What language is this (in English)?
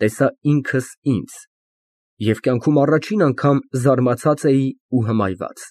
Armenian